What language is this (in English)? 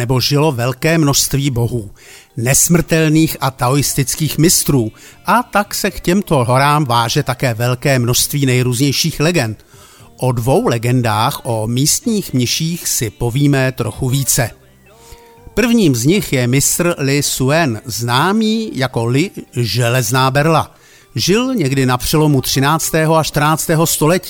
Czech